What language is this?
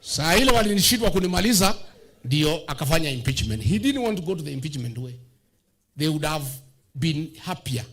Meru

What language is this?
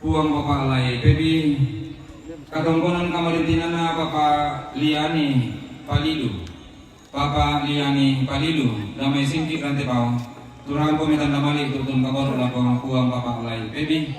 Toraja-Sa'dan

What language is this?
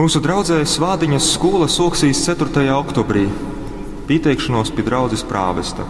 Latgalian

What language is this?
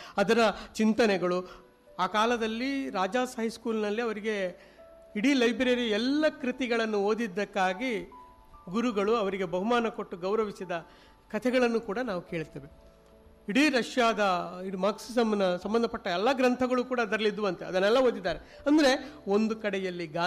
Kannada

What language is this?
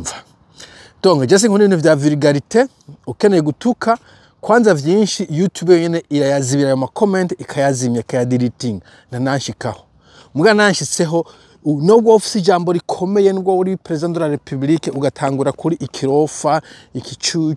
Rundi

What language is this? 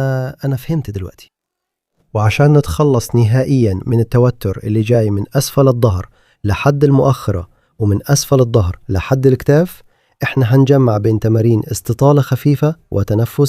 Egyptian Arabic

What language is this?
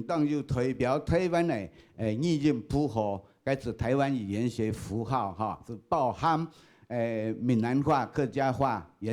Hakka Chinese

